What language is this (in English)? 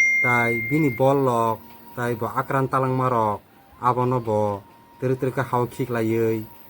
Kok Borok